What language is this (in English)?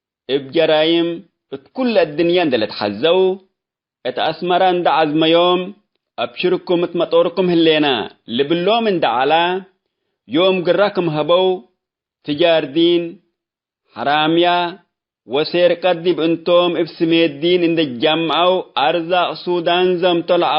Tigre